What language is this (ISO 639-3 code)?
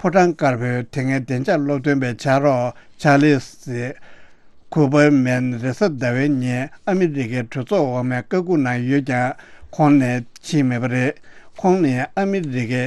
bod